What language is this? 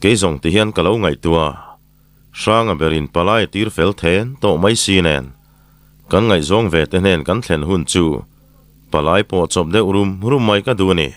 Mizo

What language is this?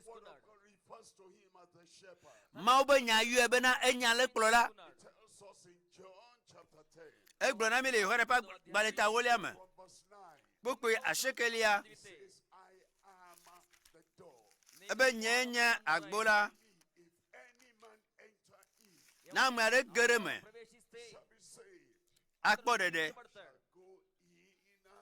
Ewe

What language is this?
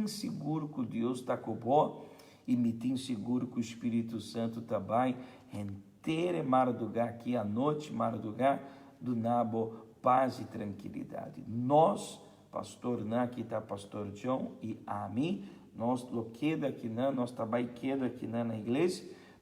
Papiamento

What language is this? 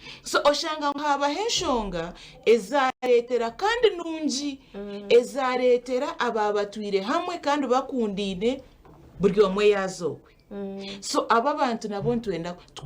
Nyankole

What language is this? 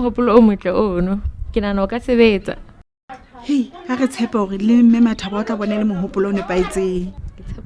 Southern Sotho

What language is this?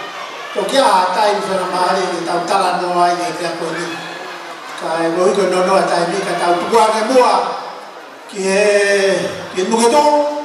Tongan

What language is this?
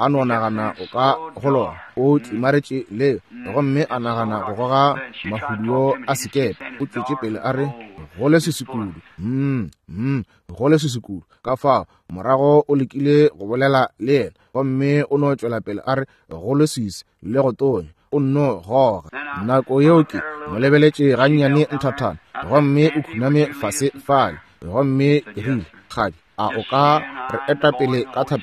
Northern Sotho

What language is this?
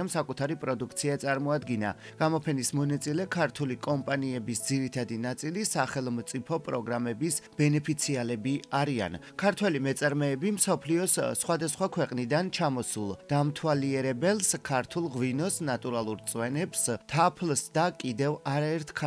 Georgian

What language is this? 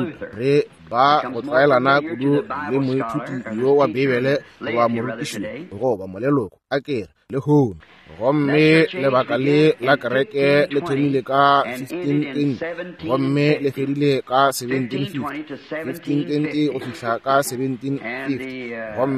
Northern Sotho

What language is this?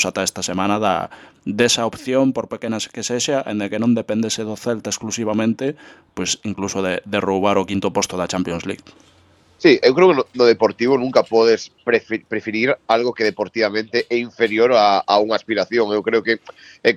Galician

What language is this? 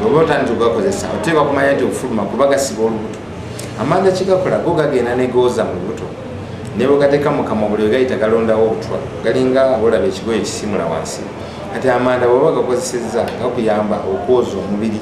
Ganda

